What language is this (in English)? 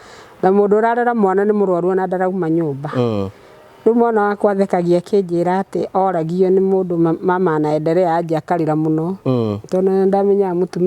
Kikuyu